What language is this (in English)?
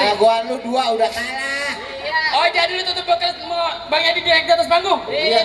Betawi